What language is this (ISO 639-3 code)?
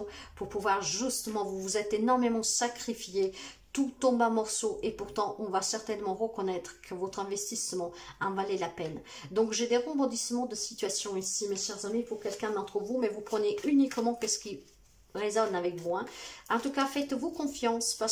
fra